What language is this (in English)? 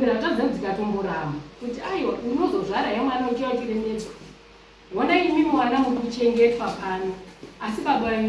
Shona